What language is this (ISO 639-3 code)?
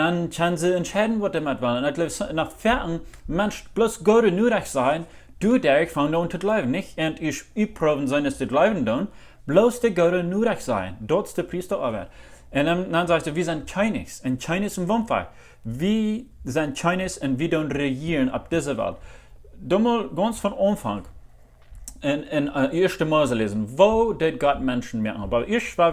pdt